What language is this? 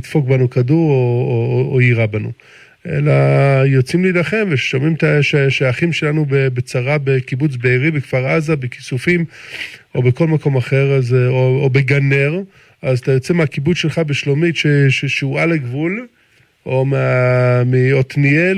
Hebrew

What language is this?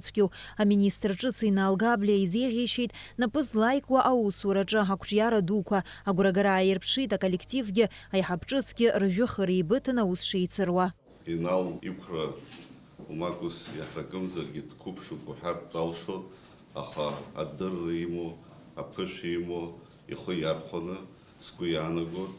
Abkhazian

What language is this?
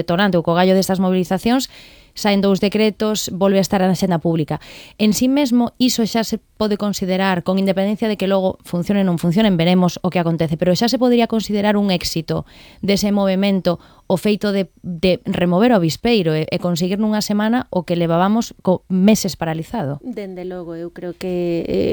Galician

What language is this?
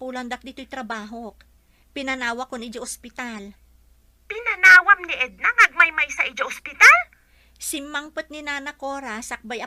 Iloko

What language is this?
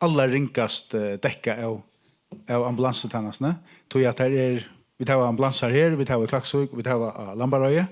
Faroese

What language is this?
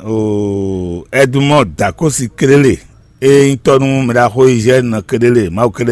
Fon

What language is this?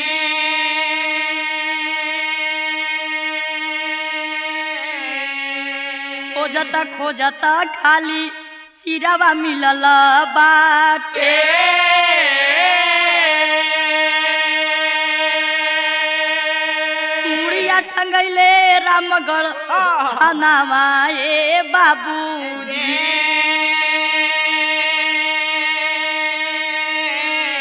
Bhojpuri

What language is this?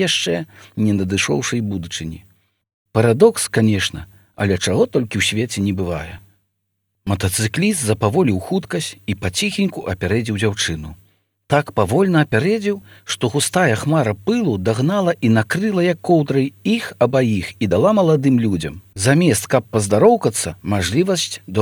Belarusian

